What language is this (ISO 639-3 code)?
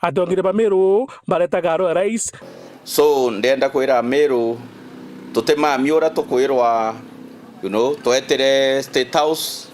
mer